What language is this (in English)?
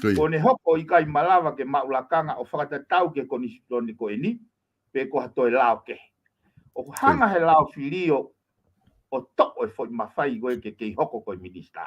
Tongan